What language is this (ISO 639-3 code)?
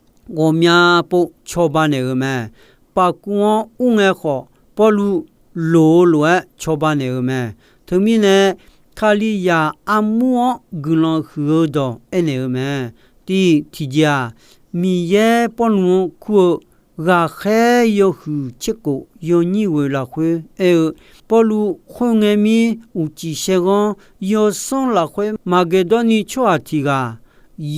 ahk